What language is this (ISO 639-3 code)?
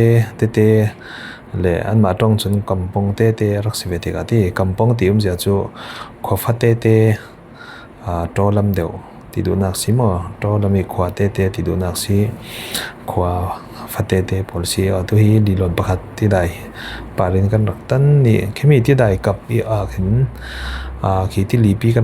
cfm